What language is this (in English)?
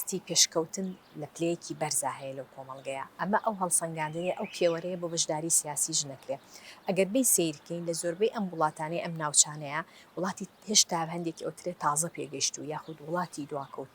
Central Kurdish